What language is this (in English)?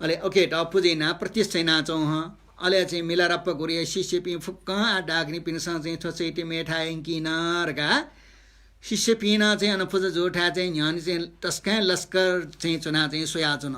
Newari